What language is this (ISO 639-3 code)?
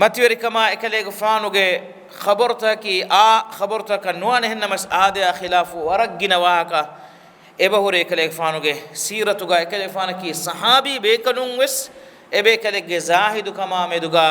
div